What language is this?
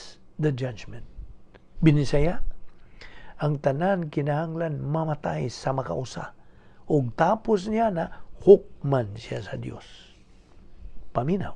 Cebuano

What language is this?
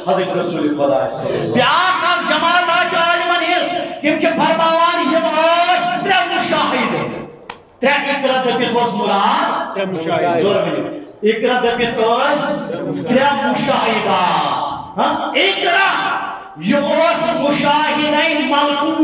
Kashmiri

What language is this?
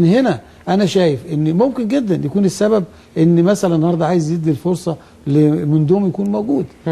Egyptian Arabic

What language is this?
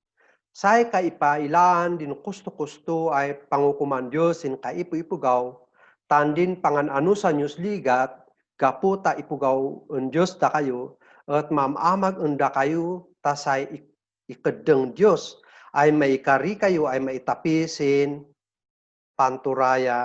Kankanaey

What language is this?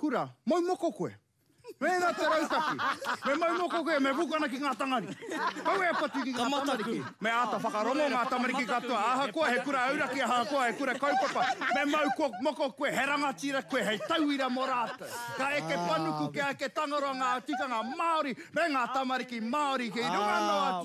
Māori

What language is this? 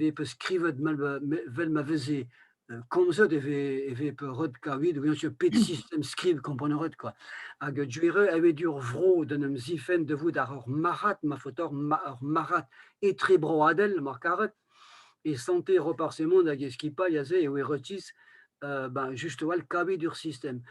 Breton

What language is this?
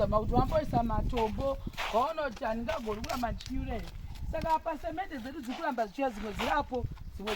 Shona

